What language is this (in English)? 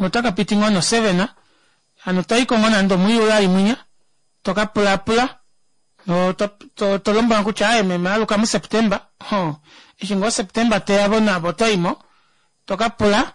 Kuanyama